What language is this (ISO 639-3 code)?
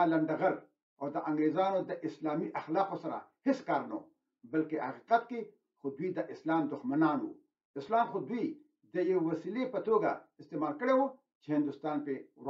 pus